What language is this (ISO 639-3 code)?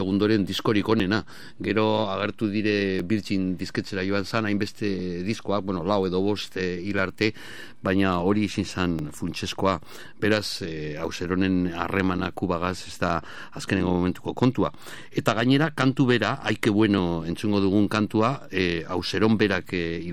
eus